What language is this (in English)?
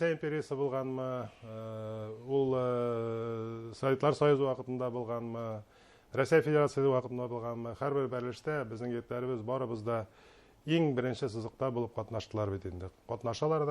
Bashkir